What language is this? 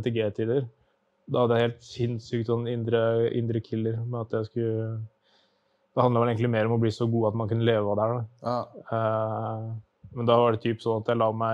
Norwegian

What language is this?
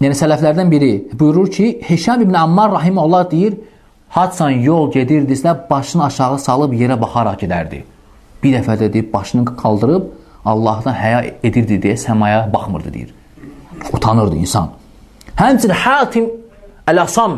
Azerbaijani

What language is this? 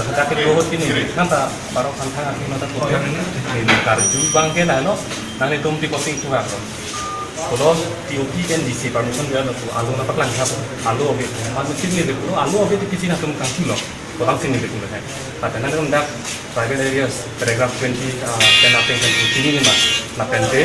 Karbi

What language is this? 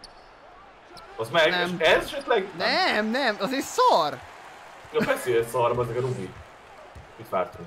Hungarian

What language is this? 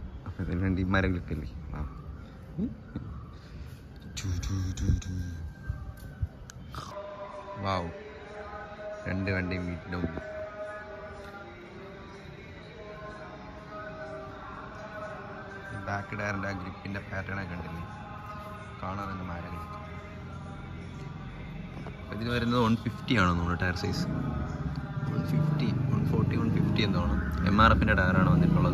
Malayalam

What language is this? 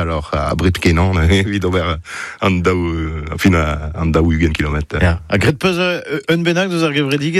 Breton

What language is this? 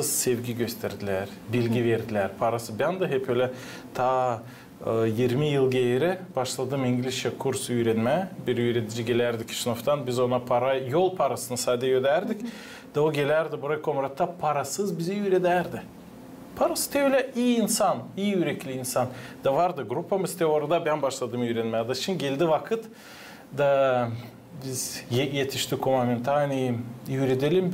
Gagauz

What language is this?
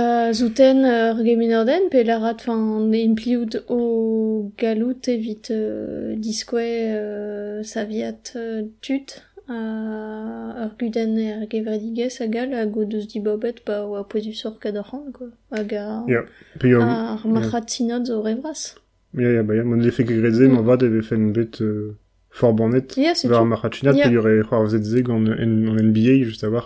Breton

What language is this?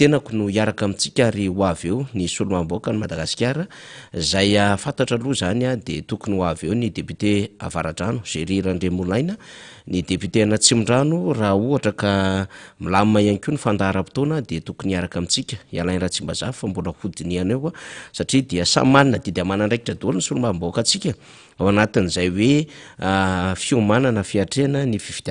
Malagasy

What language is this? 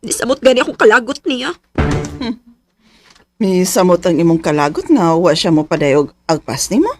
Cebuano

